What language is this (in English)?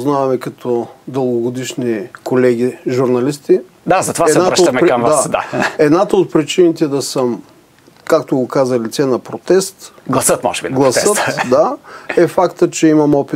Bulgarian